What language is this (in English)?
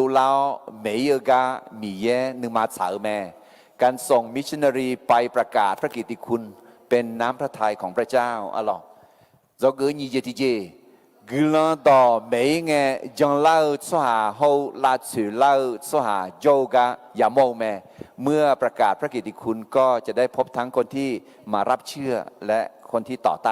Akha